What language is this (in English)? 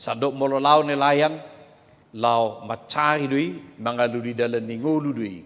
Batak Toba